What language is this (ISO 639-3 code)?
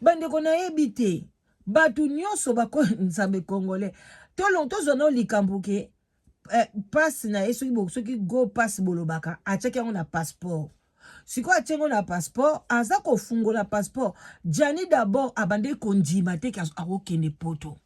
lin